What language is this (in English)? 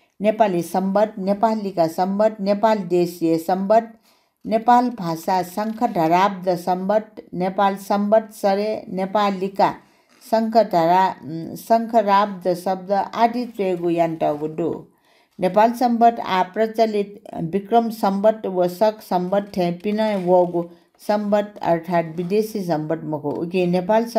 Newari